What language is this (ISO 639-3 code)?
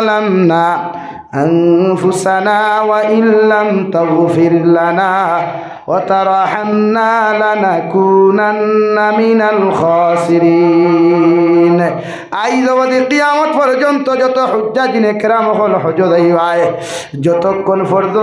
syl